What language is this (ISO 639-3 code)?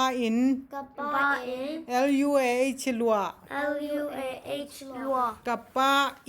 ctd